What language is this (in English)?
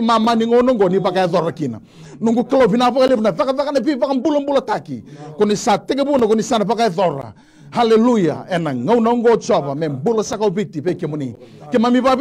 Fijian